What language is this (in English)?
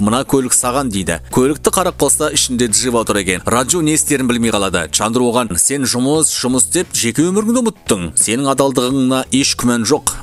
Kazakh